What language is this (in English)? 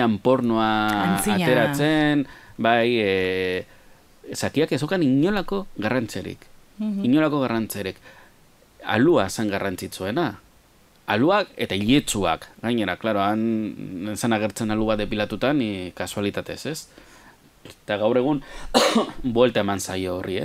Basque